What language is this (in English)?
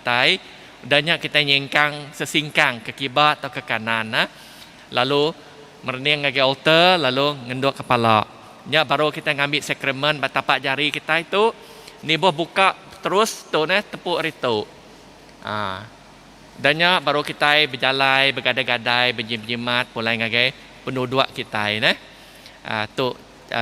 Iban